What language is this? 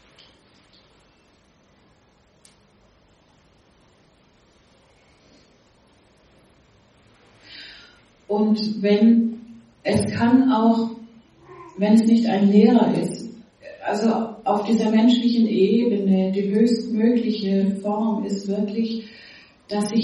German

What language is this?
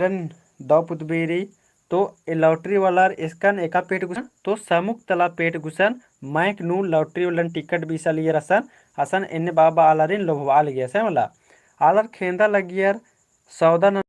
Kurukh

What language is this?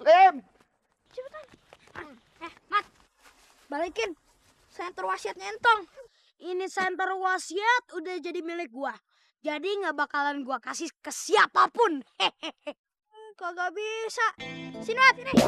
Betawi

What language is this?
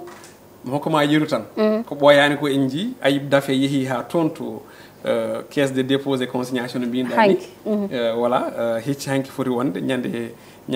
Fula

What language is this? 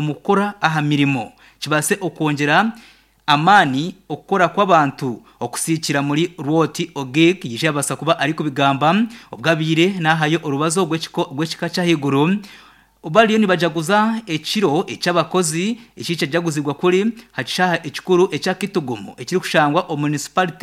Nyankole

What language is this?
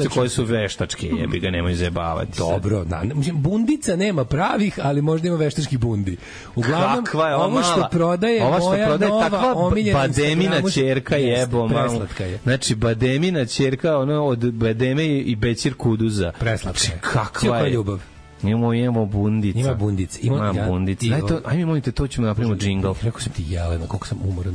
Serbian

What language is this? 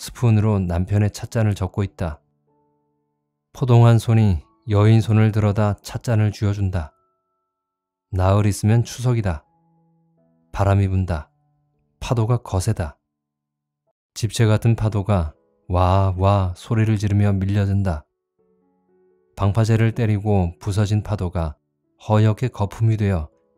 Korean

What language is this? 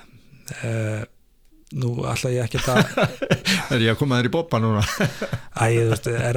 Icelandic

